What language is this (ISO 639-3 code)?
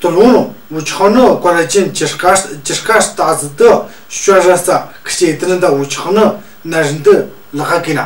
mjg